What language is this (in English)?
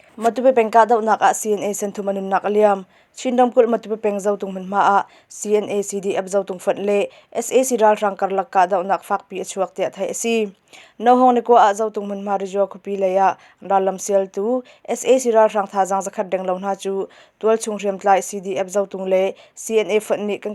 Hakha Chin